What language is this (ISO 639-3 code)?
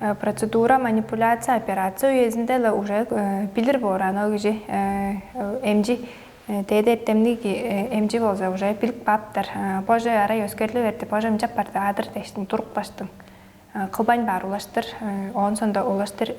tyv